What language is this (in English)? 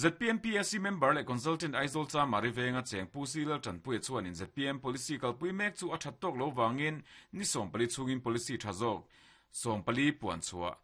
Mizo